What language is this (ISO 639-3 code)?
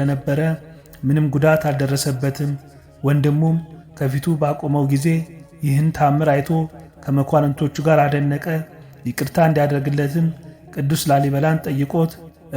amh